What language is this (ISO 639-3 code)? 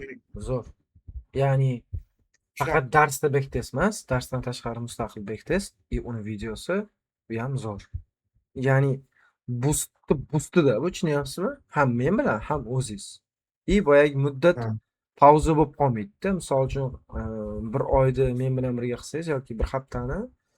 uzb